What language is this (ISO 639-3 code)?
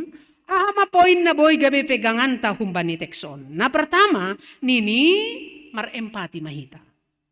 bts